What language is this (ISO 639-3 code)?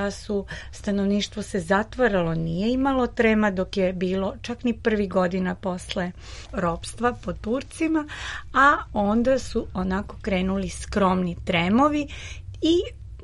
srp